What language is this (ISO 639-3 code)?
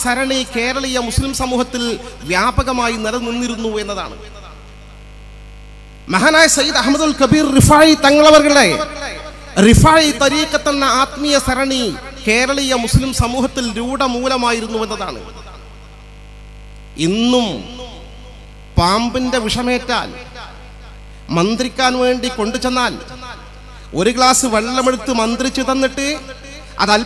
mal